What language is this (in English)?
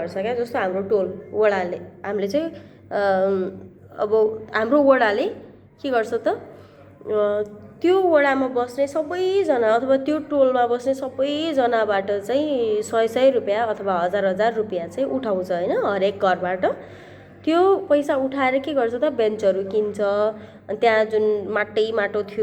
Nepali